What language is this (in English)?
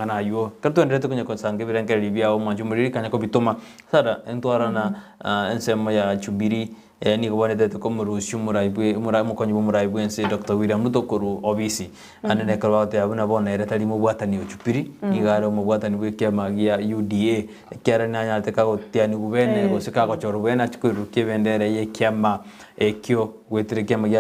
Gusii